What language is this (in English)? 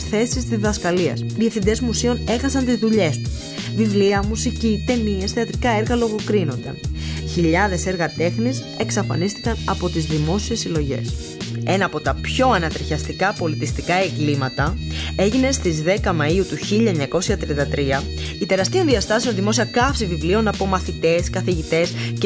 Greek